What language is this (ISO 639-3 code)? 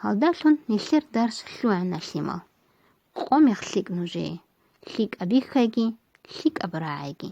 ava